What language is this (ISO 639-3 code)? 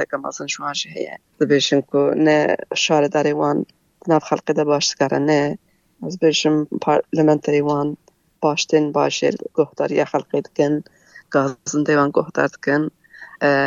kur